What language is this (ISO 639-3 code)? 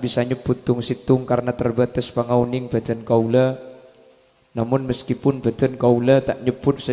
mad